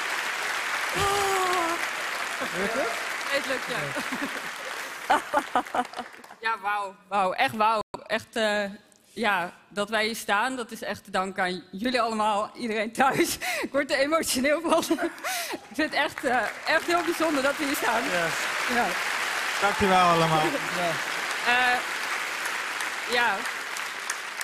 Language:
Dutch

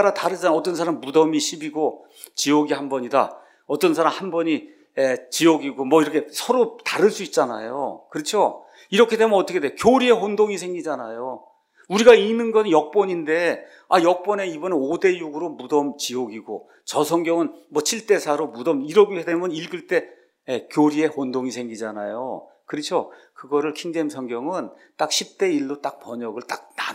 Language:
Korean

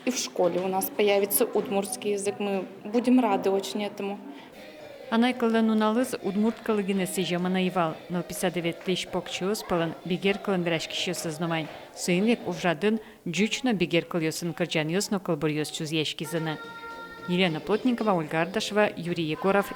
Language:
Udmurt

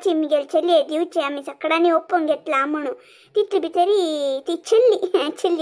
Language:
Konkani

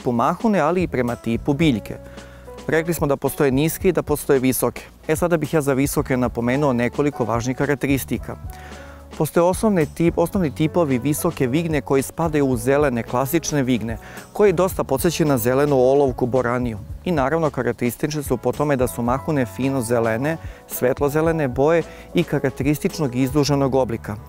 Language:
Serbian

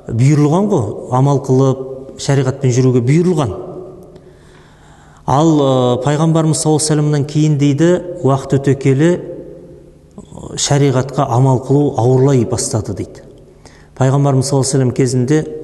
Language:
Kazakh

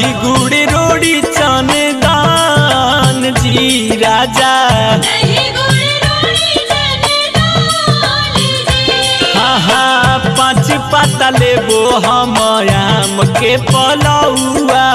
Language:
Bhojpuri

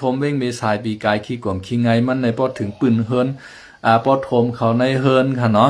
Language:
Shan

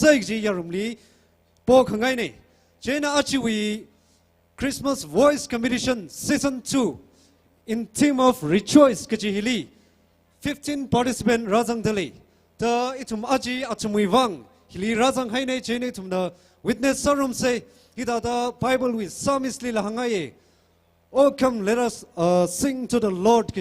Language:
Tangkhul Naga (India)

